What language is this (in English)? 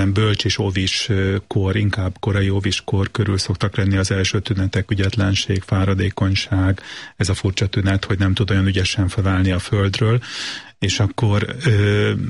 Hungarian